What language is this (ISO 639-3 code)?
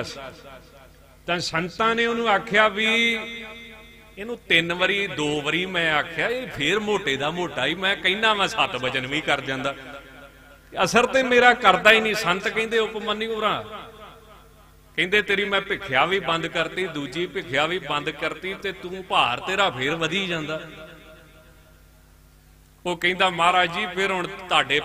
pan